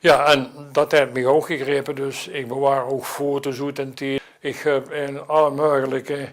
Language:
Limburgish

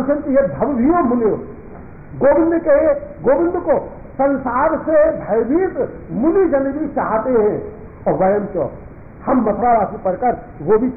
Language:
Hindi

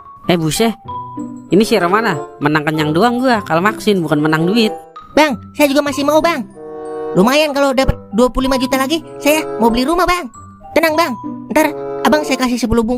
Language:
Betawi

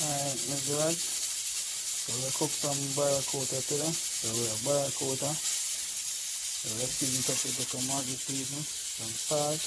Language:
Jamaican Creole English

